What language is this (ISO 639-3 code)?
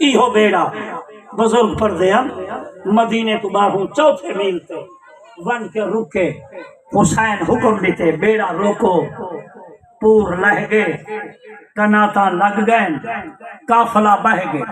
skr